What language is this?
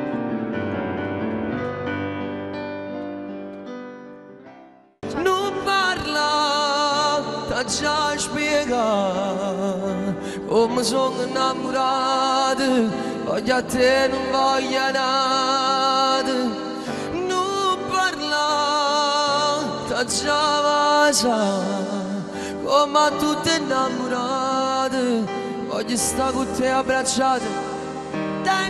Italian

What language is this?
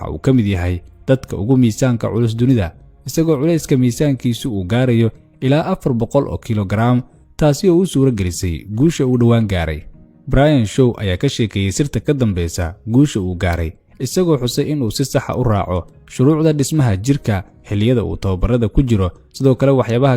Somali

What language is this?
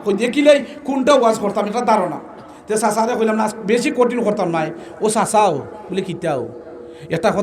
Sylheti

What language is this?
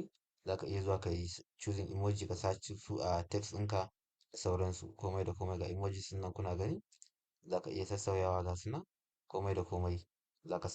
Hausa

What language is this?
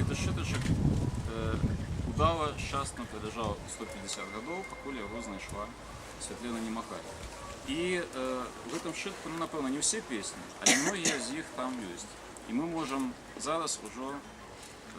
Belarusian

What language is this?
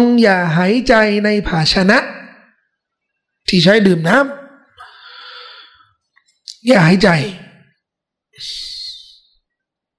Thai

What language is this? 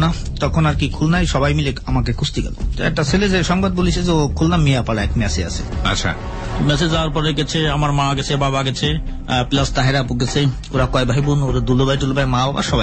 Bangla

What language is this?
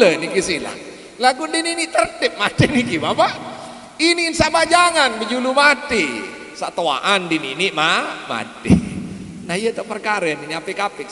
Sasak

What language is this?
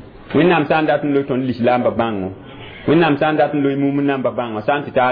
Mossi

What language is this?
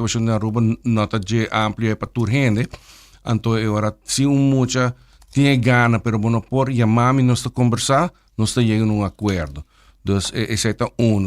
Papiamento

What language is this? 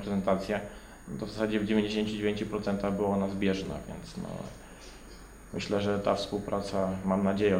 Polish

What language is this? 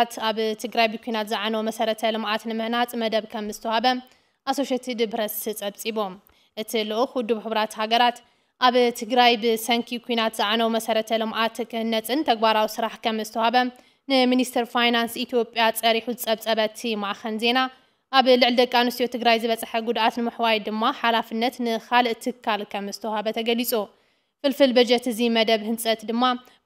Tigrinya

